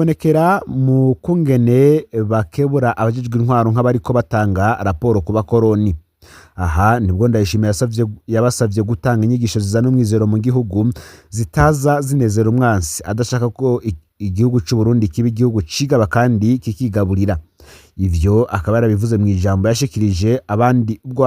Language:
Rundi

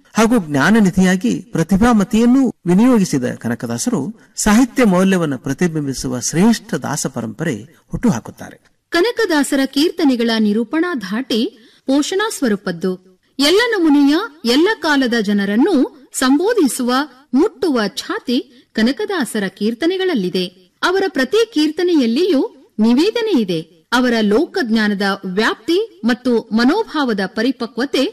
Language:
Kannada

